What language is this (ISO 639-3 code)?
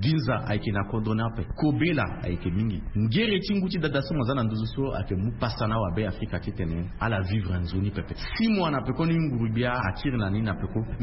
sag